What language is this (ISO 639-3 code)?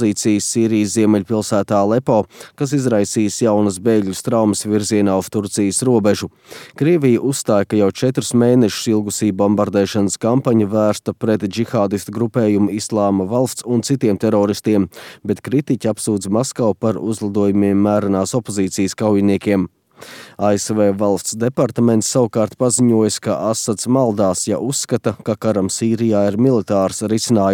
lav